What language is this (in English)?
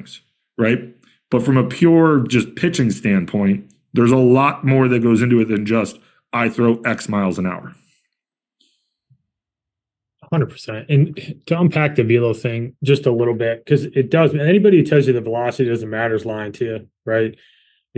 English